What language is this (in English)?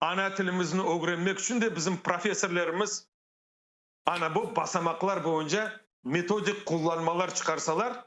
Crimean Tatar